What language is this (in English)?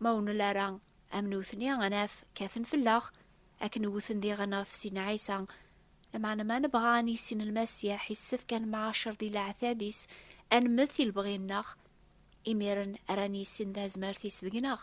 Kabyle